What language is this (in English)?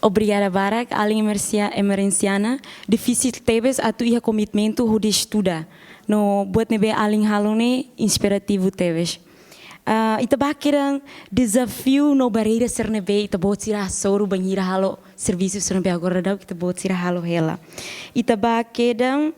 Tetum